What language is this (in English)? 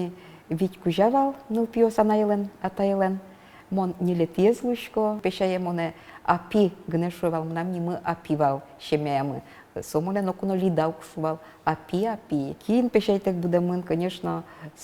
Udmurt